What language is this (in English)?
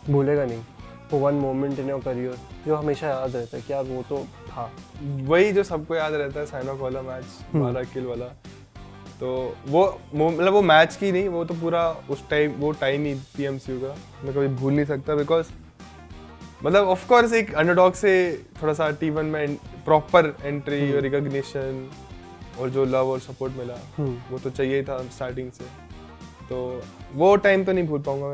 Hindi